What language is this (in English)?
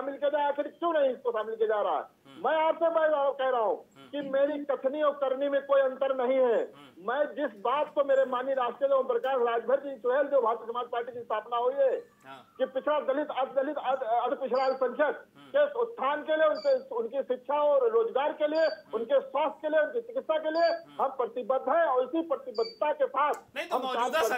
Hindi